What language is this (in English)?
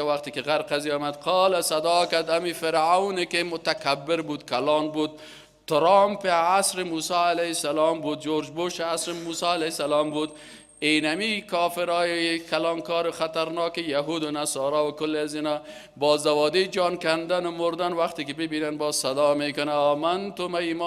Persian